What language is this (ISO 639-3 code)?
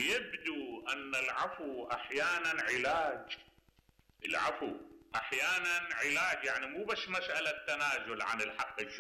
acm